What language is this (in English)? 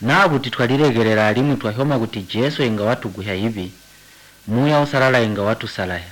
Tonga (Zambia)